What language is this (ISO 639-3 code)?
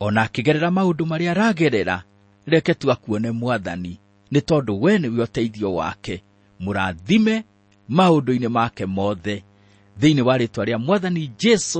kik